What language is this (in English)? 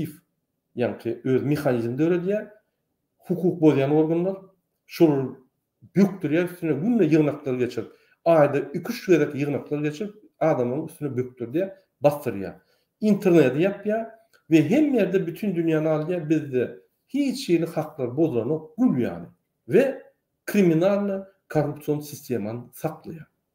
Turkmen